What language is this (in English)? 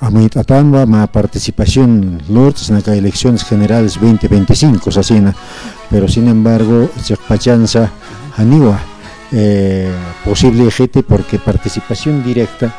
Aymara